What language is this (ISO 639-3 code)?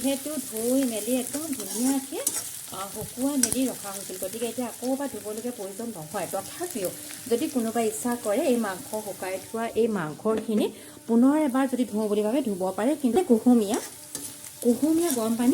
asm